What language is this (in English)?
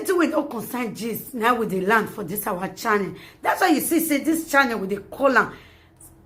Nigerian Pidgin